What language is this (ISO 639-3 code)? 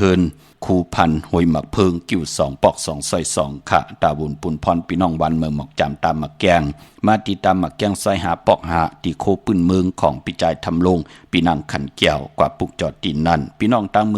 shn